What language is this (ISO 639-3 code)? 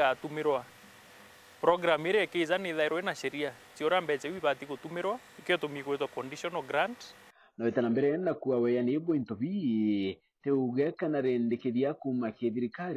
mer